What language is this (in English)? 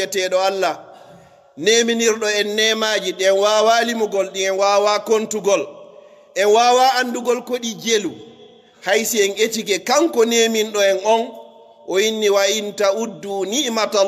Pular